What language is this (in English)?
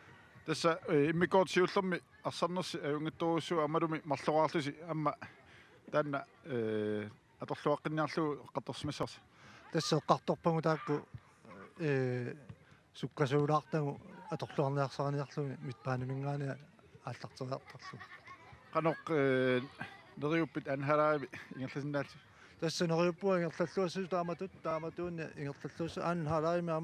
Kalaallisut